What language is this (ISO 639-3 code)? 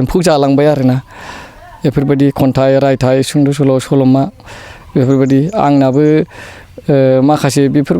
brx